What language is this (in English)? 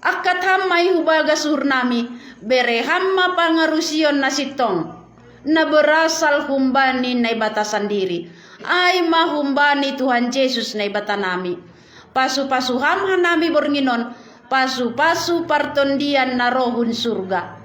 Batak Simalungun